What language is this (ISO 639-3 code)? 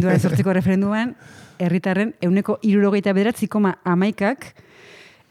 eus